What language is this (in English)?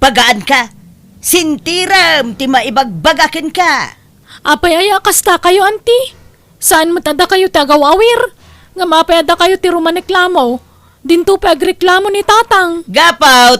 Iloko